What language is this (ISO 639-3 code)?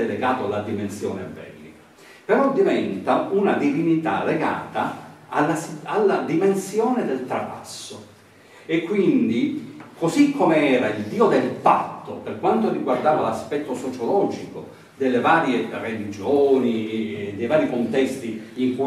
ita